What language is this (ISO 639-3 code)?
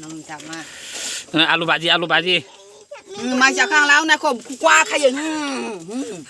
trp